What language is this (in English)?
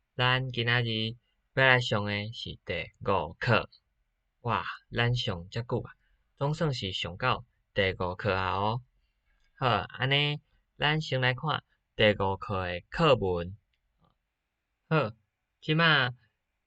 Min Nan Chinese